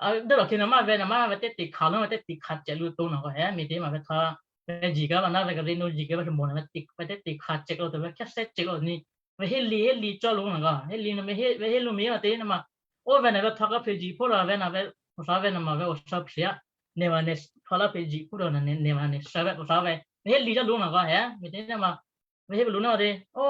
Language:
Western Kayah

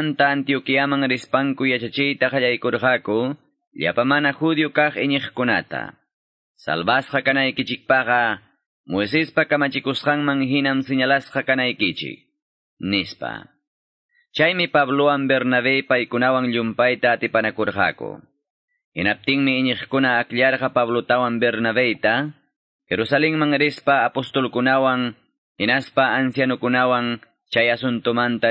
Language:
Quechua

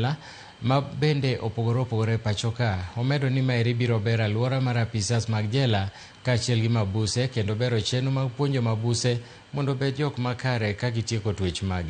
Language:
Luo (Kenya and Tanzania)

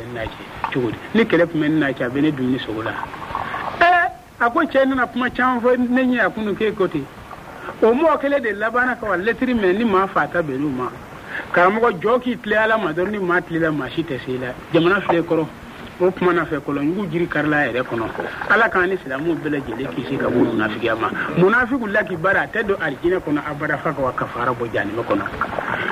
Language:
Bambara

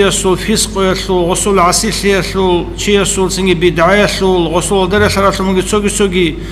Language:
Avaric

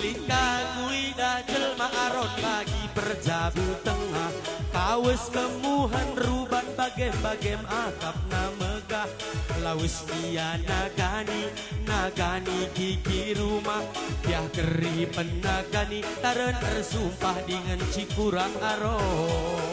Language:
Batak Karo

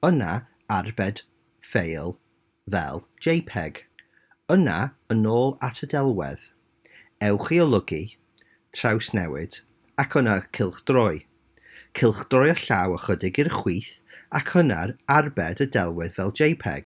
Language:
Welsh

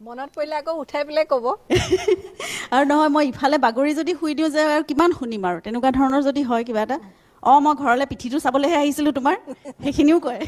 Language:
Assamese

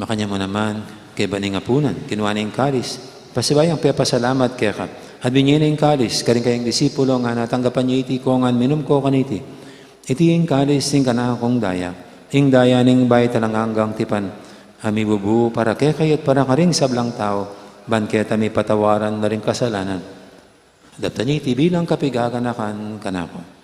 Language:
Pampanga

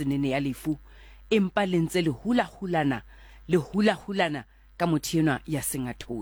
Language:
Southern Sotho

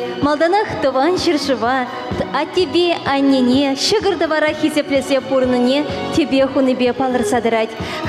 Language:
Chuvash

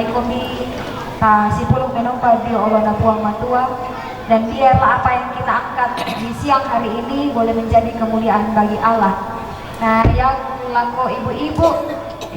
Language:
Toraja-Sa'dan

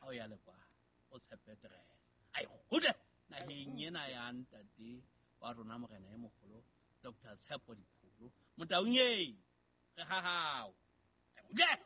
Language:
Southern Sotho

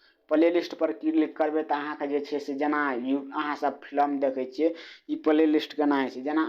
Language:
Maithili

